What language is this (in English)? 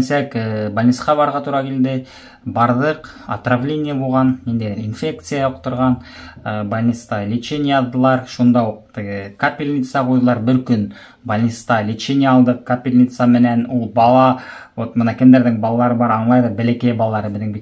Bashkir